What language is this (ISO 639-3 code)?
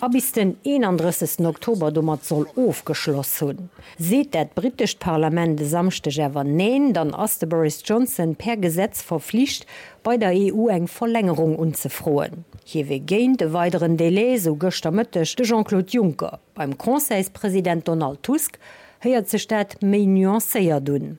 ltz